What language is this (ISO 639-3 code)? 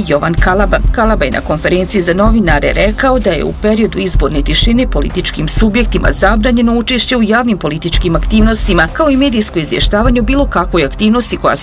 bos